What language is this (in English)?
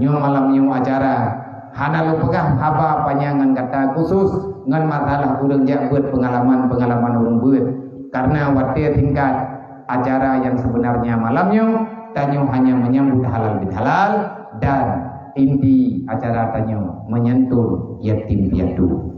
Achinese